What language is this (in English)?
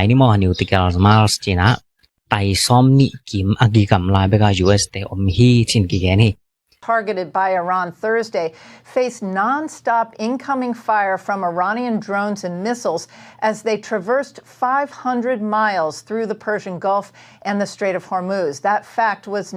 Tedim Chin